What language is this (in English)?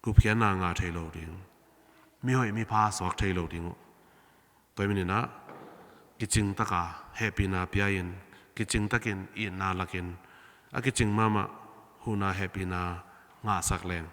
Tedim Chin